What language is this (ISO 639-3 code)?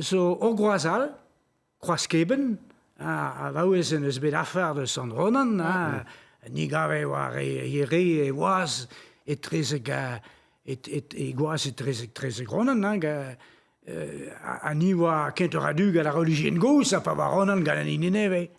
bre